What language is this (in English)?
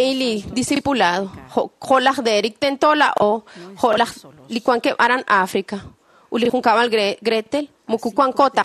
Kekchí